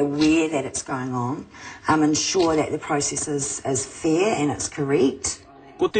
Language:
Māori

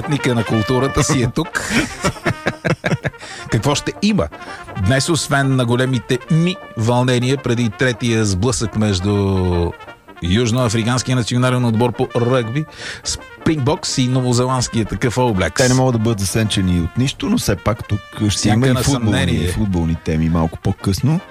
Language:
Bulgarian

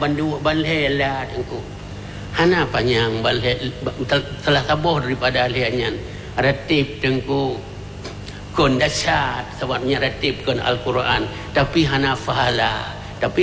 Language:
Achinese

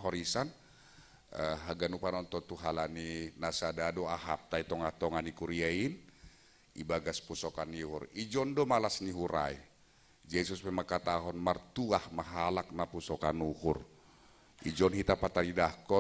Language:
Batak Simalungun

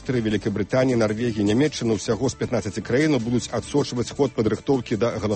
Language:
Belarusian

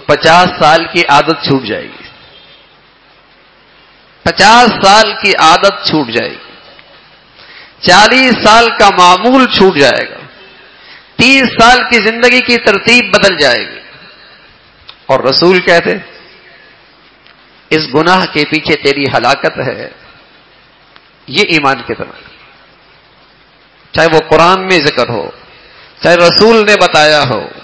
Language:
Urdu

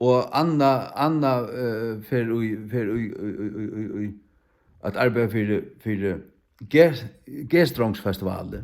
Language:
Faroese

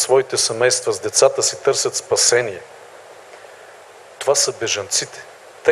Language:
Bulgarian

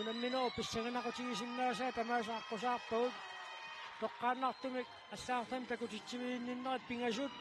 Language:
Kalaallisut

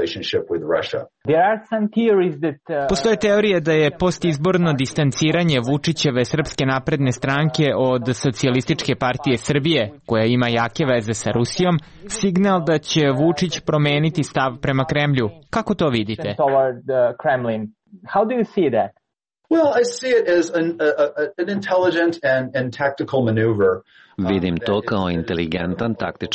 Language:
Serbian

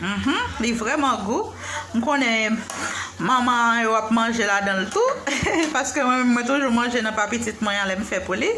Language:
Haitian Creole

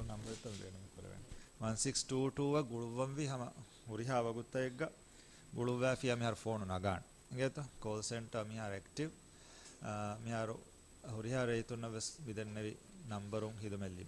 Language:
Divehi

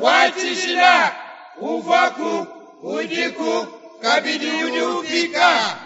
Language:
Luba-Lulua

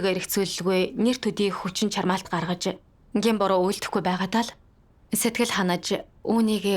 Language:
Mongolian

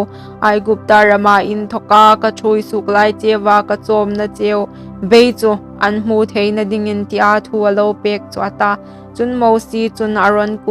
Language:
Hmar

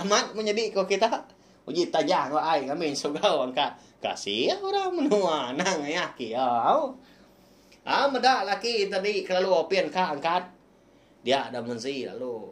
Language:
Iban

